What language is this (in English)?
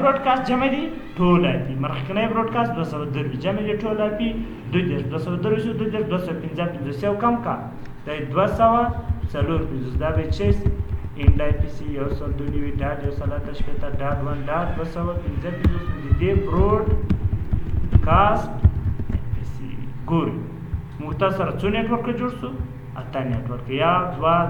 Pashto